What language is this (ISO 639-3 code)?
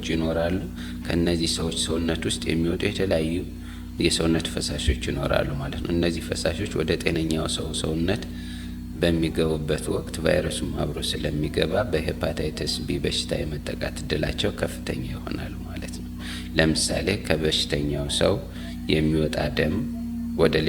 amh